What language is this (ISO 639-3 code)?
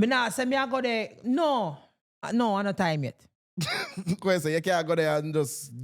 jam